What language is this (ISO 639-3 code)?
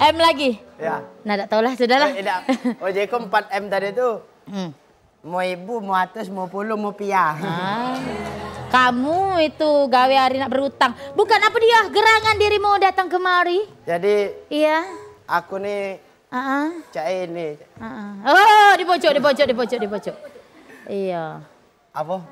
mui